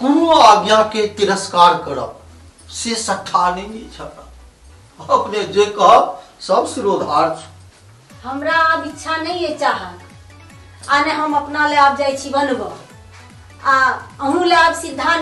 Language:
Maithili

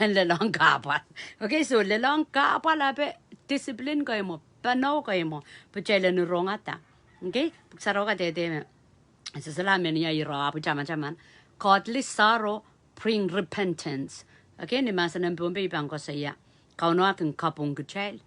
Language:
Pohnpeian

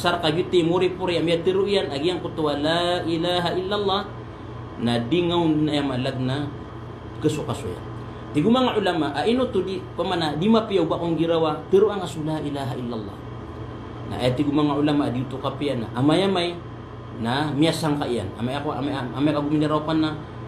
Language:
Maranao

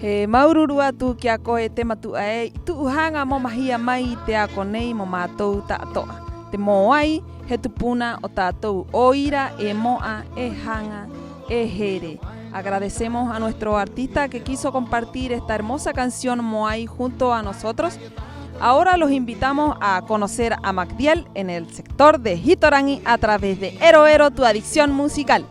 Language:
Rapanui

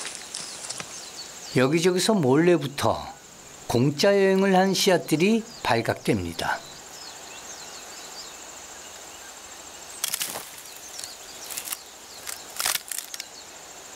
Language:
Korean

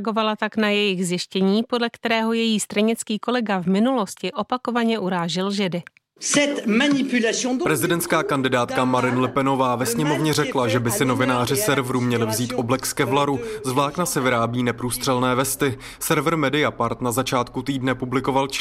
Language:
Czech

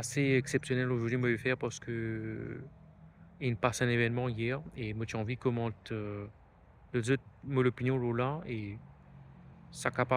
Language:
Morisyen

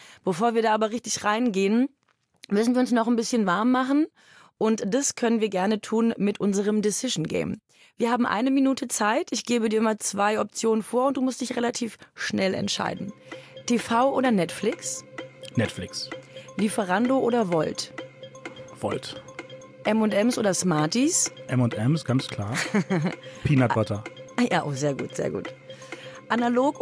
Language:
German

